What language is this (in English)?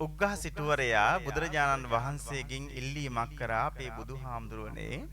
Sinhala